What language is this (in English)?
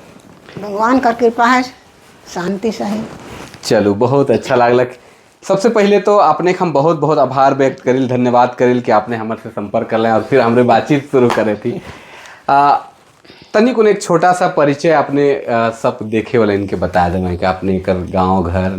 Sadri